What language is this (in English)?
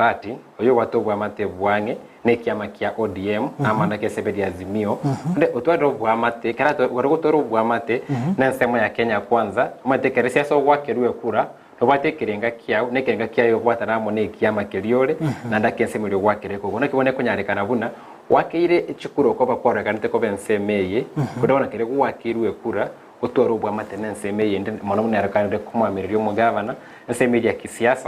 Gusii